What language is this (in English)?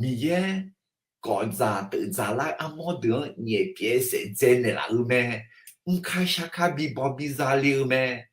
Akha